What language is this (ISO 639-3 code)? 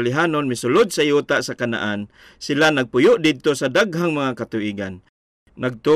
ceb